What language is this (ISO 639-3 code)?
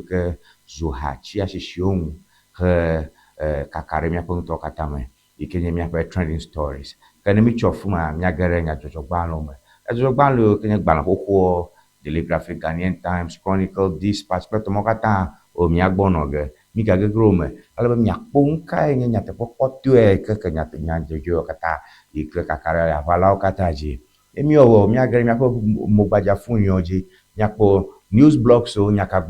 ewe